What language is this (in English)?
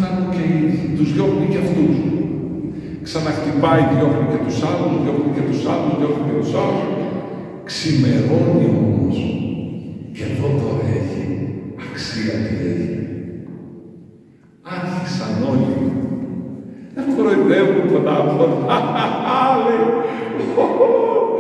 Greek